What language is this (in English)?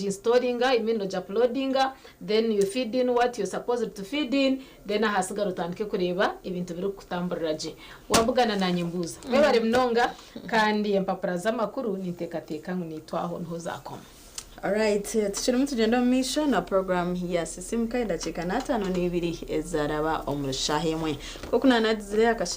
Nyankole